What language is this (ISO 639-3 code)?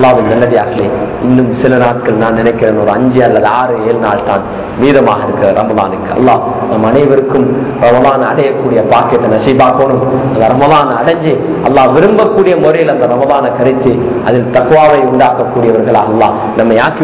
tam